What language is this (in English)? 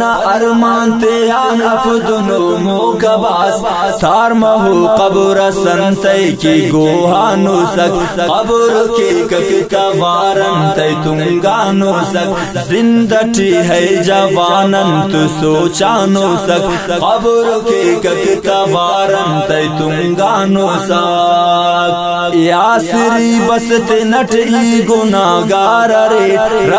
Brahui